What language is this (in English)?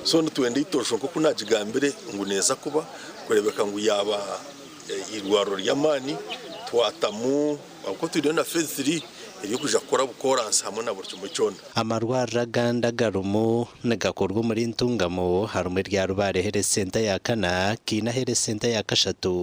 Nyankole